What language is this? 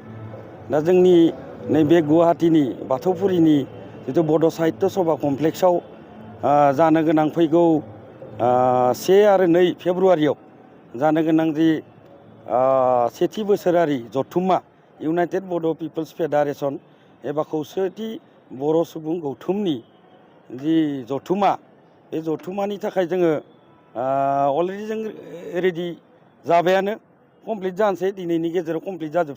Bodo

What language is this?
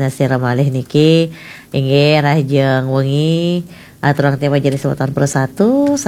Balinese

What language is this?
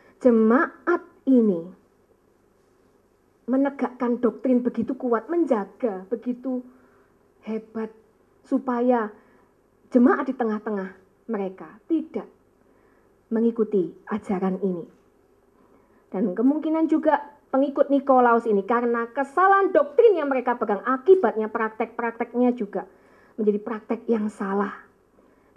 Indonesian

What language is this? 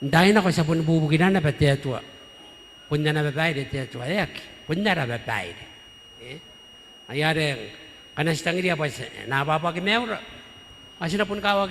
Gilbertese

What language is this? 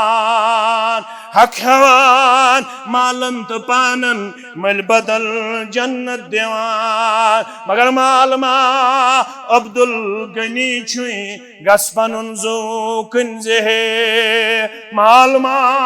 Kashmiri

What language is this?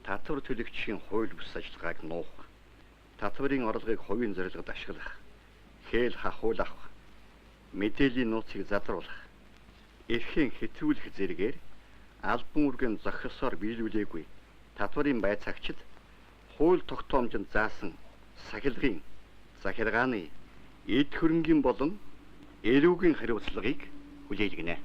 Mongolian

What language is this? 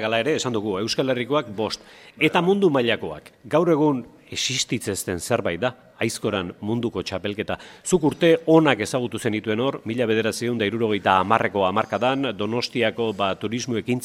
Basque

